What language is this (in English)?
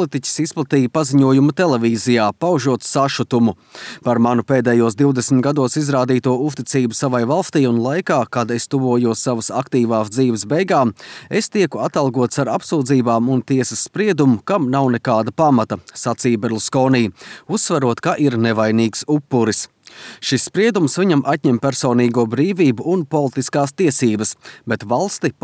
Latvian